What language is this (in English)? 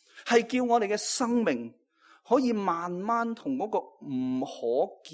Cantonese